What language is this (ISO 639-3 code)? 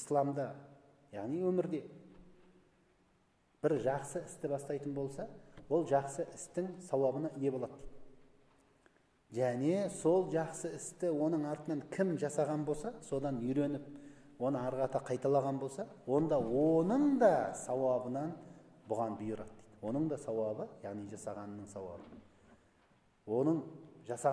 kaz